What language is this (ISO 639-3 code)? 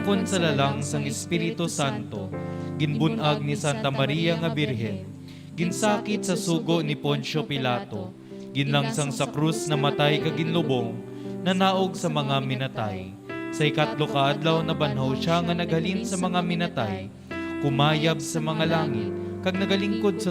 hil